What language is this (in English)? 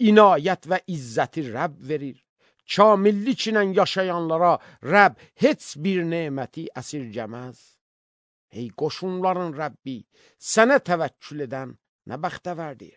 Azerbaijani